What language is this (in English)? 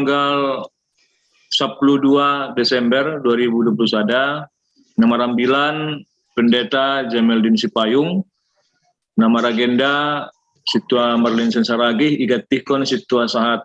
Batak Simalungun